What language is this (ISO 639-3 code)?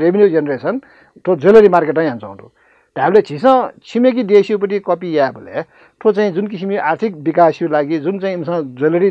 new